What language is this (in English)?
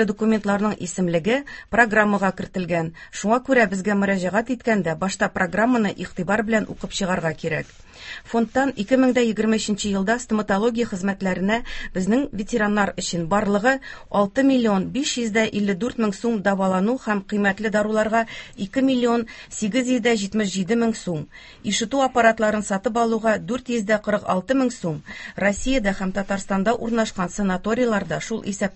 Tatar